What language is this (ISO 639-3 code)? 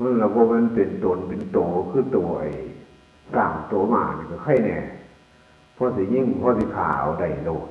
tts